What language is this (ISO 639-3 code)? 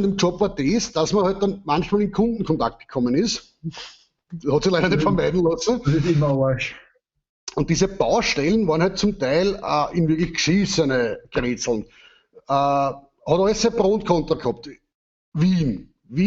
bar